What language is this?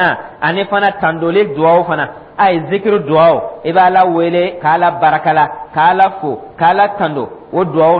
Dyula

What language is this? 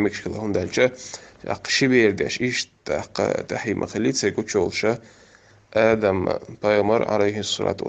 Chechen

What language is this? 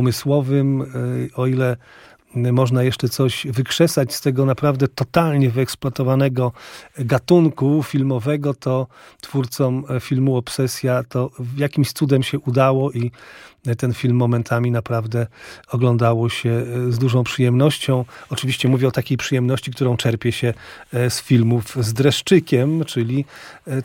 Polish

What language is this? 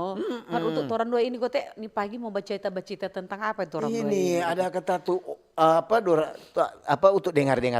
Manado Malay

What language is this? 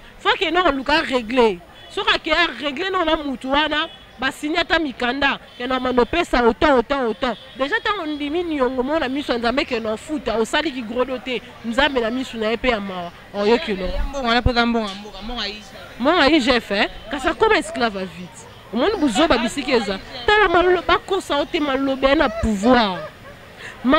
Lingala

